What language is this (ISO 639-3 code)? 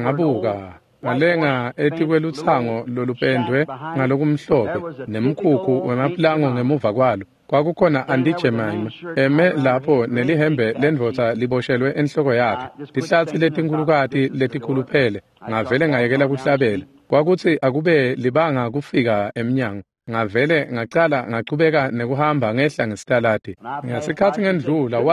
ssw